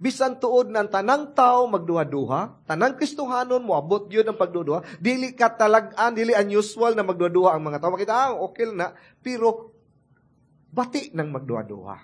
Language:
Cebuano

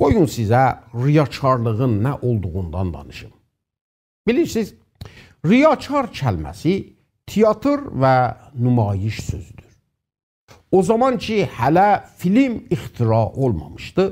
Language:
South Azerbaijani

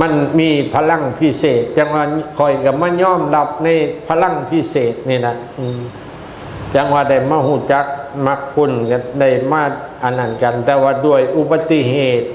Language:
Northeastern Thai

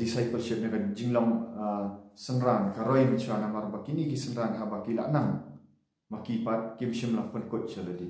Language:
Khasi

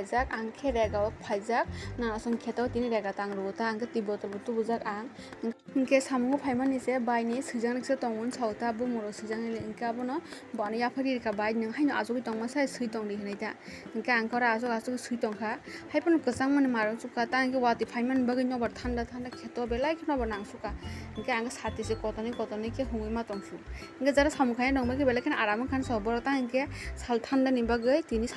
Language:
Kok Borok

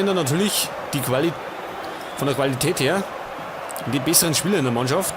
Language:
Bavarian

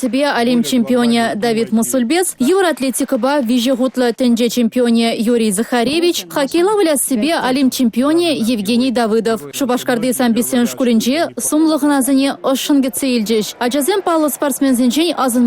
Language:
Chuvash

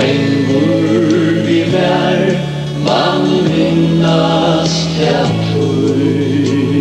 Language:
Faroese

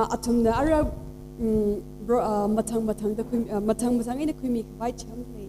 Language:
Tangkhul Naga (India)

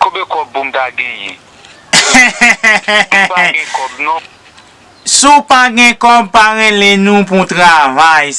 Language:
Haitian Creole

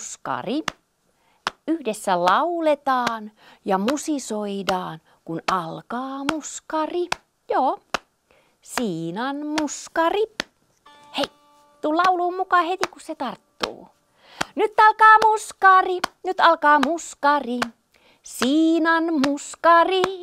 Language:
Finnish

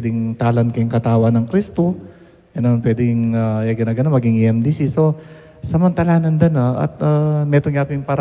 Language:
Pampanga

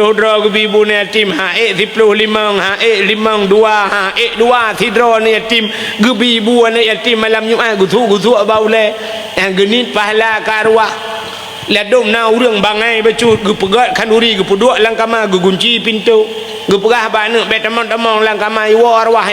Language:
Achinese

